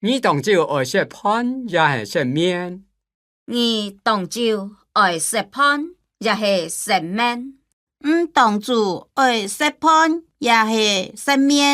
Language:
Hakka Chinese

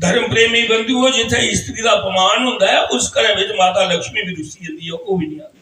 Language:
Dogri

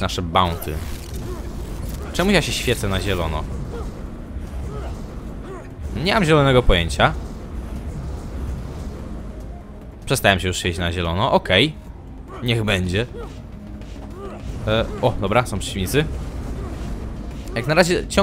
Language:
Polish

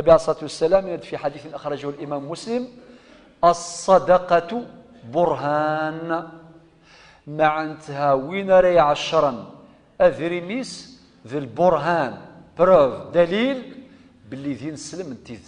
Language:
Kabyle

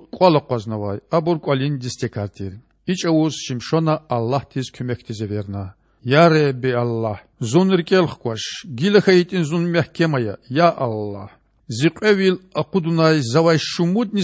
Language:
Lezghian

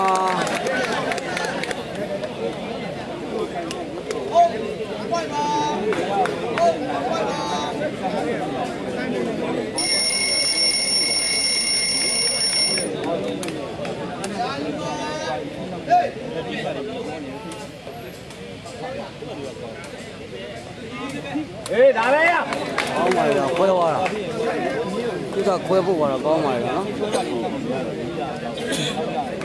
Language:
Burmese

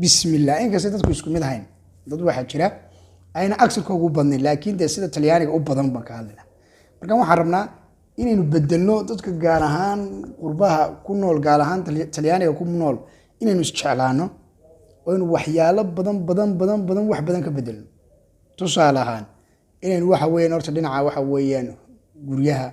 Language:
Somali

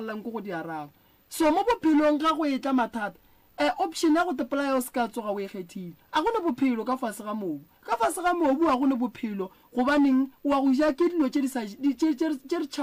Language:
Northern Sotho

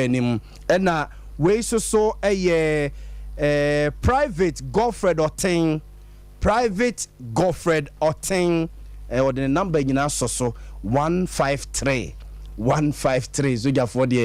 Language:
Akan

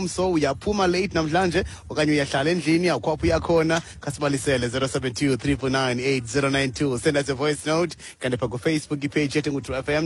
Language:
Xhosa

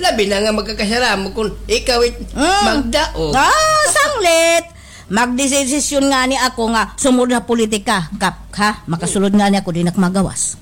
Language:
Waray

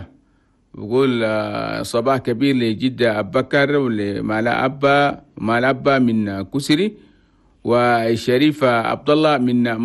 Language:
Chadian Arabic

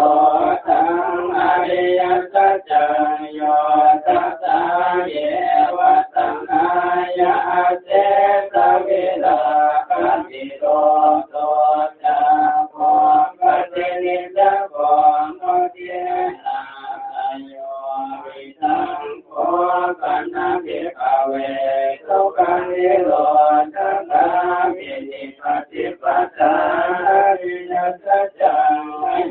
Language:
Pali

